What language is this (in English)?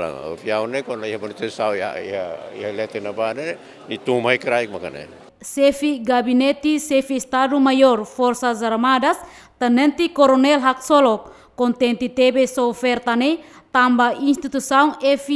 Tetum